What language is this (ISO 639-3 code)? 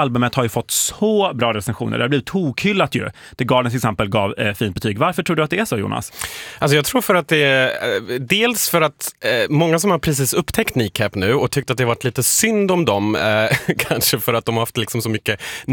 swe